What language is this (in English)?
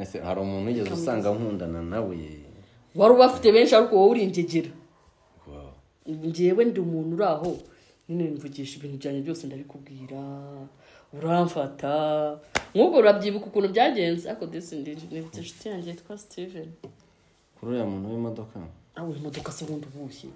Kinyarwanda